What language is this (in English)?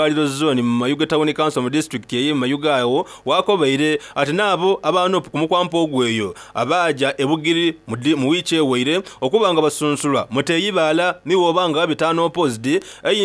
Soga